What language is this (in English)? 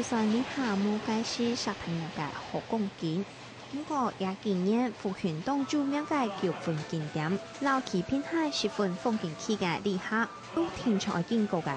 Hakka Chinese